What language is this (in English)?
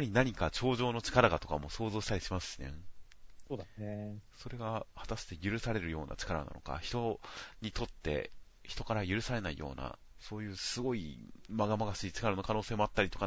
Japanese